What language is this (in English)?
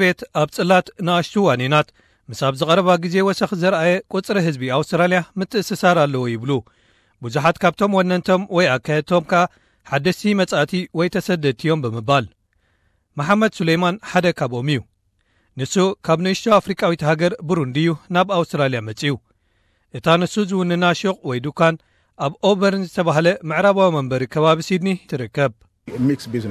Tigrinya